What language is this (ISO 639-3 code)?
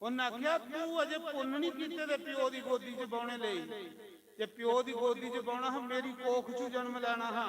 doi